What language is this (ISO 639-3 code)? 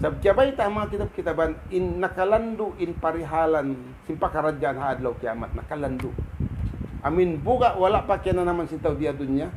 tsg